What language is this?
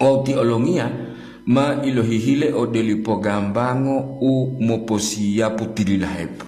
Gorontalo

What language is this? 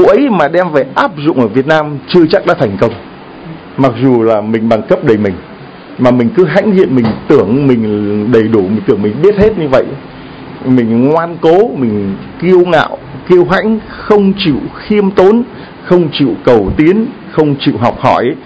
Vietnamese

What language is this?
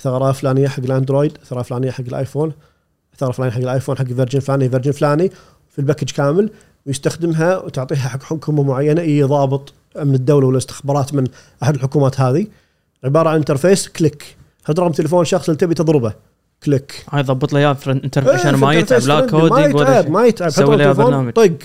Gulf Arabic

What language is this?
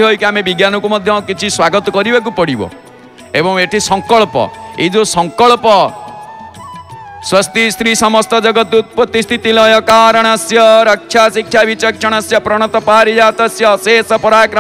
Odia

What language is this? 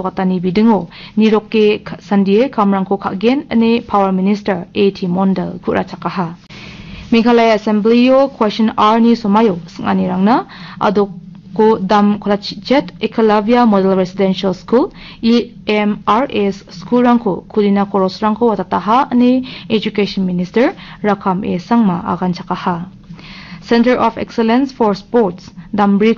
Garo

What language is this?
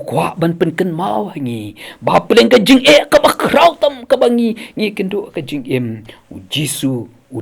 Khasi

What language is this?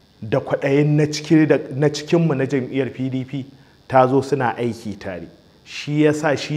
Hausa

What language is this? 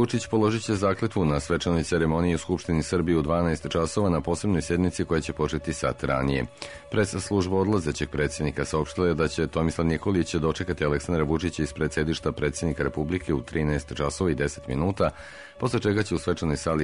Serbian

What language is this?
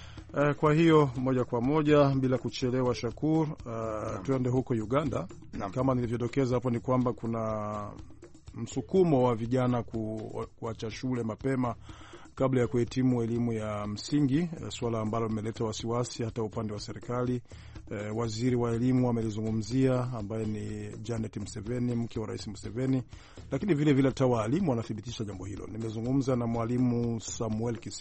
Swahili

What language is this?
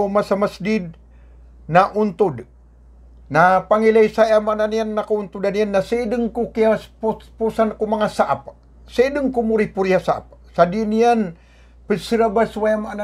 Maranao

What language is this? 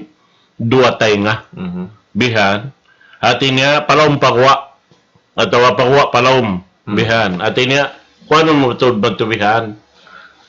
Tausug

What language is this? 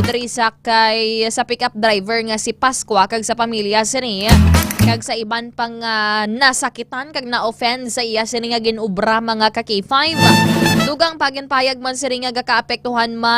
Hiligaynon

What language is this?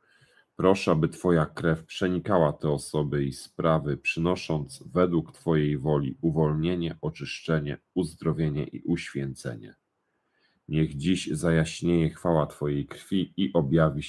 Polish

